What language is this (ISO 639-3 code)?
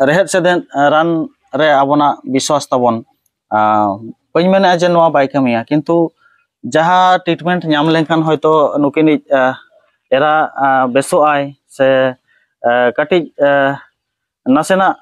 sat